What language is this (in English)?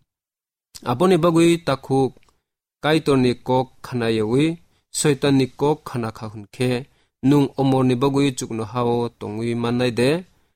Kok Borok